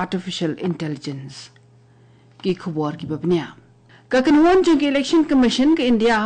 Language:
Khasi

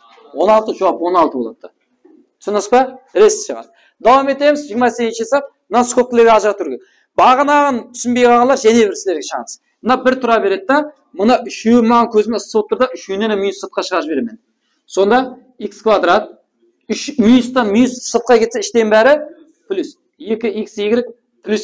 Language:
Kara-Kalpak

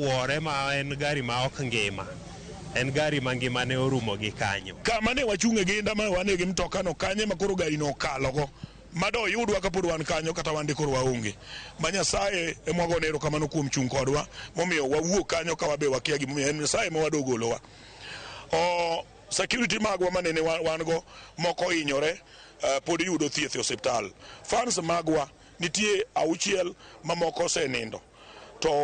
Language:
Luo (Kenya and Tanzania)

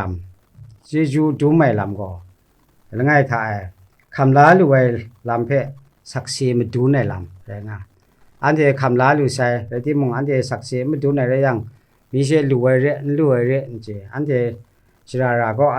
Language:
Kachin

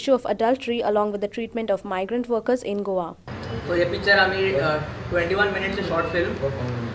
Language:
Konkani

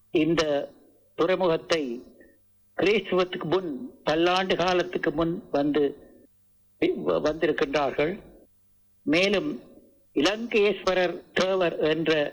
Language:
Tamil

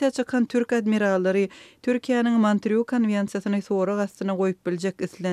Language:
Turkmen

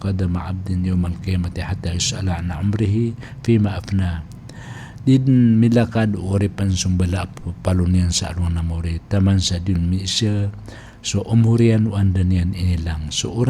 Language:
Maranao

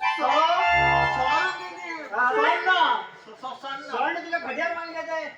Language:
Konkani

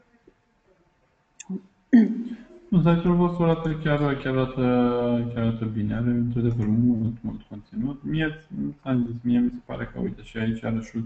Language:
Romanian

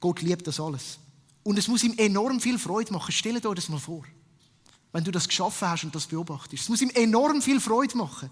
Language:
Swiss German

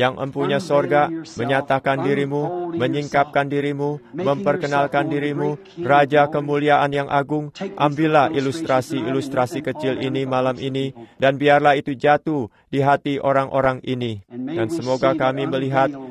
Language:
Indonesian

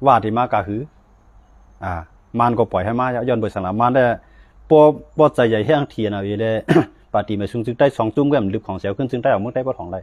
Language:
Shan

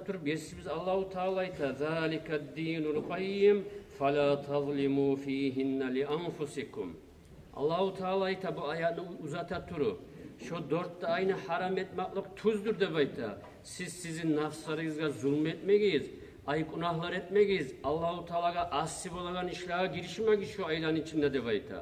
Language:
Kumyk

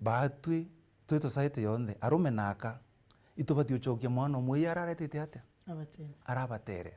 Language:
Meru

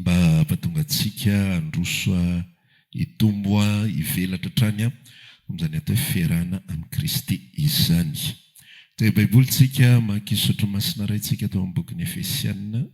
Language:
Malagasy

